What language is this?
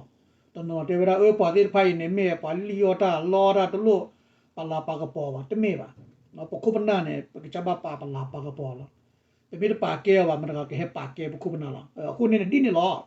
S'gaw Karen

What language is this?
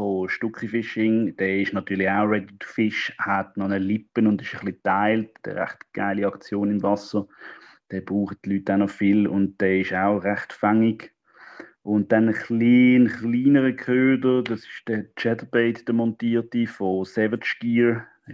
Swiss German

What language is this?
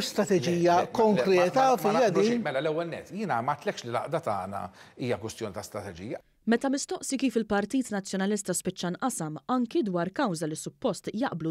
Maltese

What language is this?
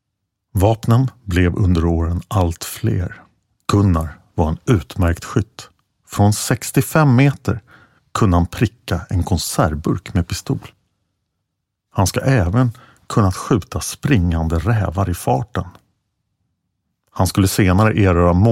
Swedish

